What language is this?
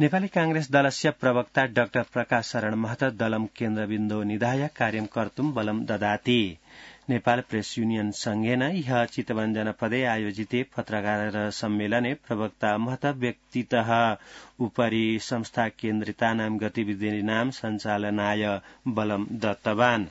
Sanskrit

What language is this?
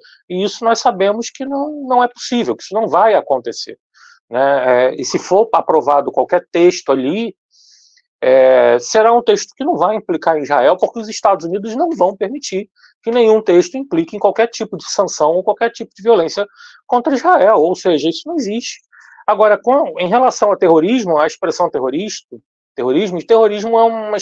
Portuguese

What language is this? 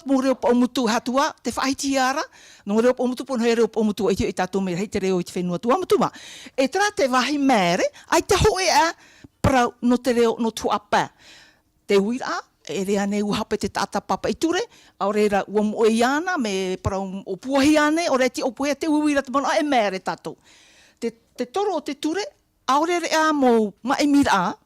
Tahitian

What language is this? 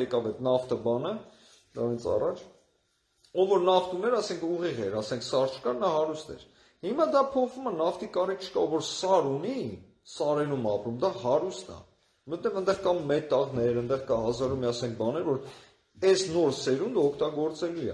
Armenian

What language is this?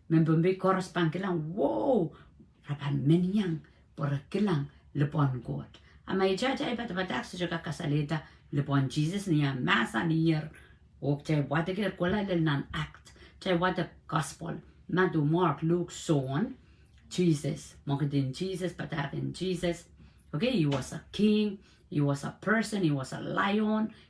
Pohnpeian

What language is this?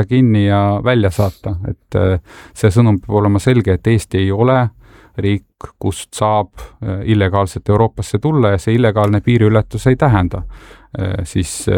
Estonian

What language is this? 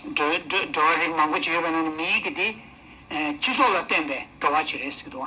Tibetan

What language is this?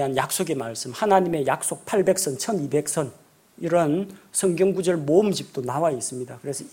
Korean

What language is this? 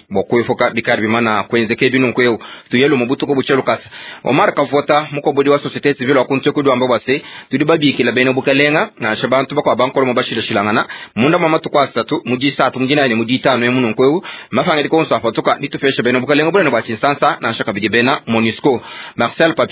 Luba-Lulua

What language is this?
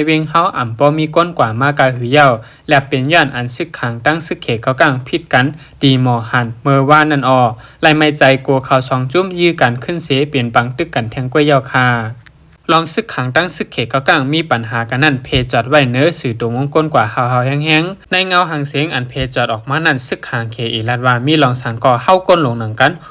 Shan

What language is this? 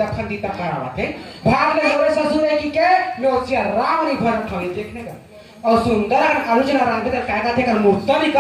Chhattisgarhi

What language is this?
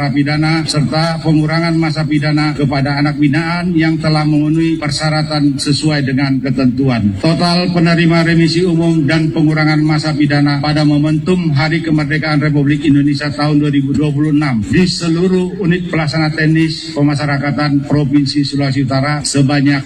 Indonesian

